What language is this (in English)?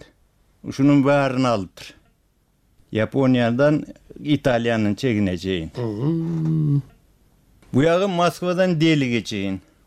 Kyrgyz